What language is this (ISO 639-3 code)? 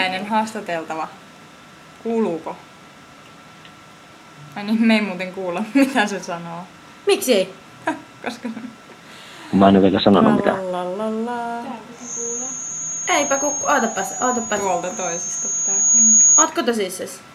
fin